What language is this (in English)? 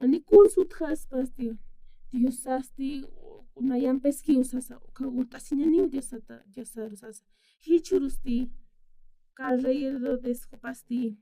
Aymara